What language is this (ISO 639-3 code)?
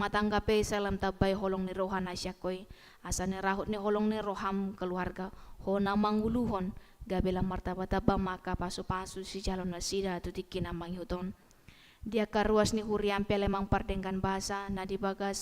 bbc